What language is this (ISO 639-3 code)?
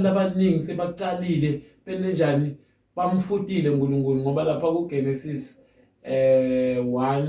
zul